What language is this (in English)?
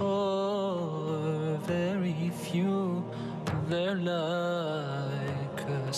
Crimean Tatar